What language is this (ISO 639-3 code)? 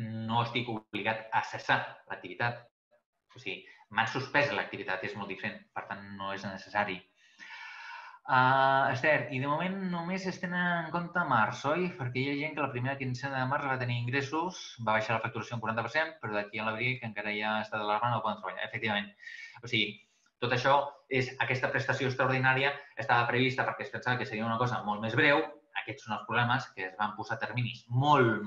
cat